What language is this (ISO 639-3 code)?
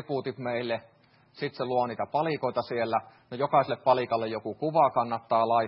fin